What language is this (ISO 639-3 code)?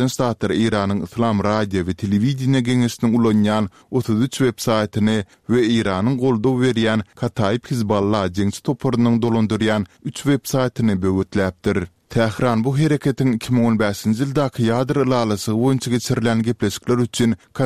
tuk